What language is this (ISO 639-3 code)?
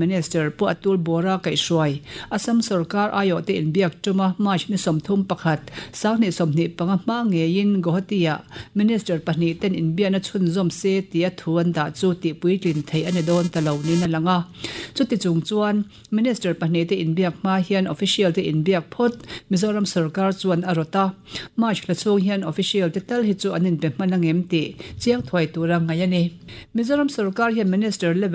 lus